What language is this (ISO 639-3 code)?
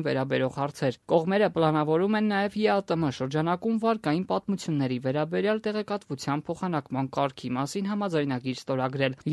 hye